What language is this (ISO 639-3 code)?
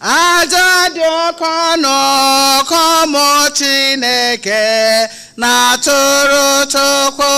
ibo